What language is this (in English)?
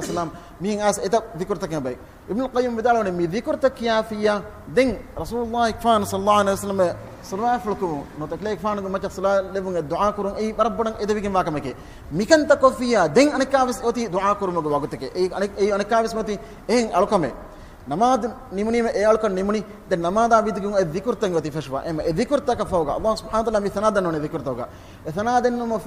Divehi